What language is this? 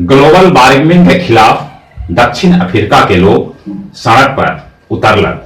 Magahi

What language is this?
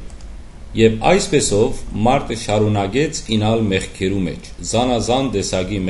Western Armenian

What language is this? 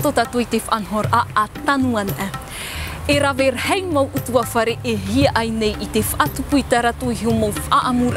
Tahitian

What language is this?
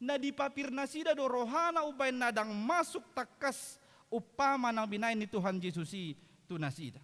Batak Toba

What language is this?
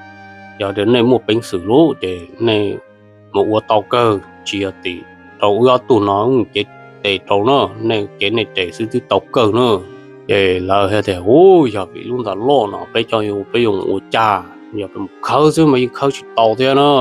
Hmong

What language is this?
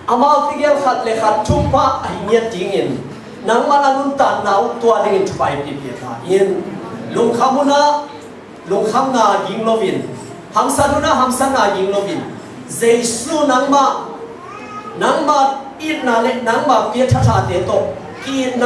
Tedim Chin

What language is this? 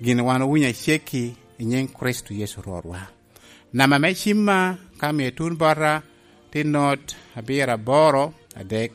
Lango (Uganda)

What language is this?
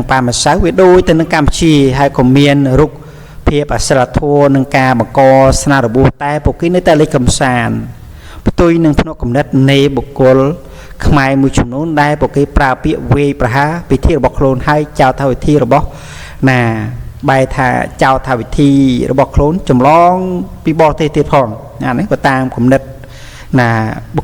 Khmer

